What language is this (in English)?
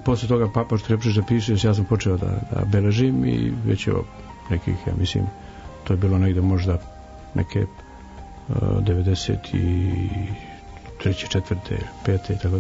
Serbian